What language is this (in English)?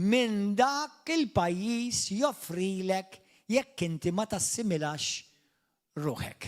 Maltese